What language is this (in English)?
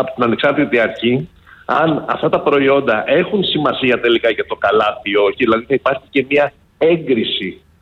Greek